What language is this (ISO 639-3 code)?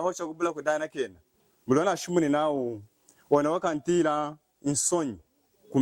lun